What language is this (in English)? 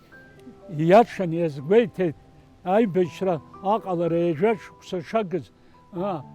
Abkhazian